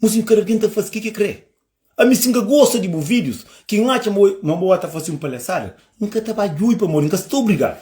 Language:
Kabuverdianu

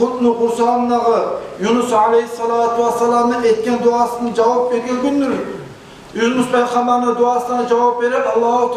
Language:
Kumyk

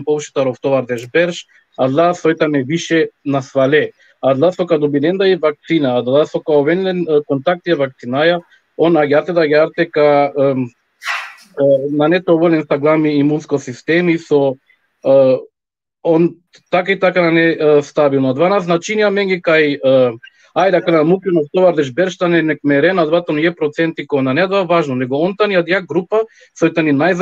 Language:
Balkan Romani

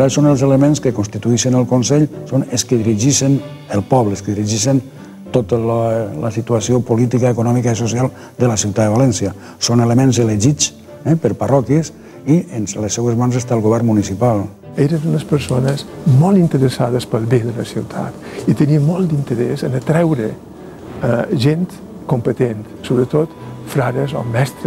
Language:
Catalan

